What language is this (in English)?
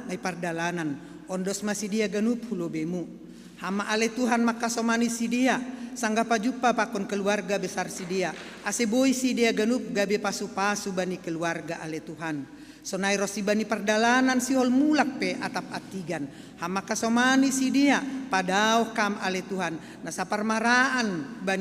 Batak Simalungun